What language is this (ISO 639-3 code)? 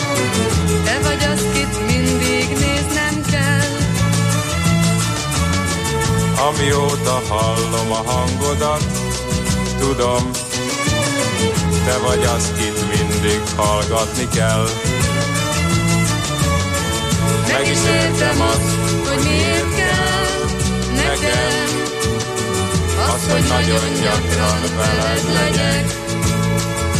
hun